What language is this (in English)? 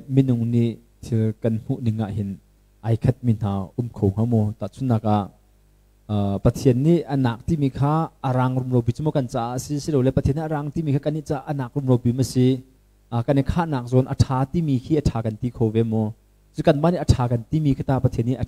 Hakha Chin